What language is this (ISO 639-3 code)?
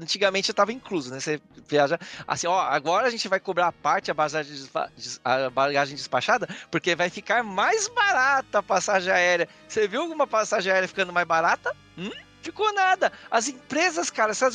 por